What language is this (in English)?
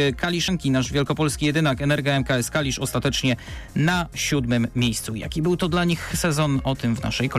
Polish